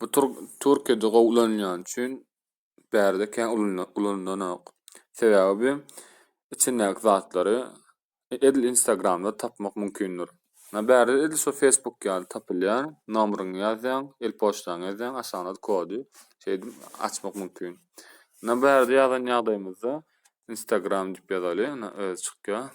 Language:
Turkmen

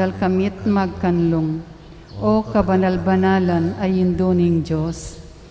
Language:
Pampanga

